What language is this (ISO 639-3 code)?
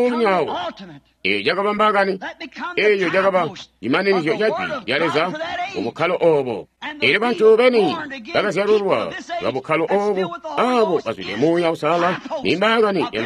toi